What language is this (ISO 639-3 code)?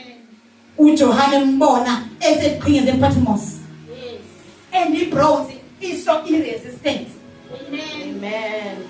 zul